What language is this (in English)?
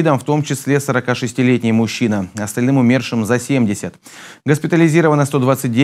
Russian